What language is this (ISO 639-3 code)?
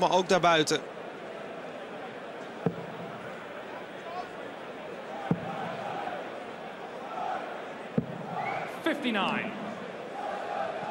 nld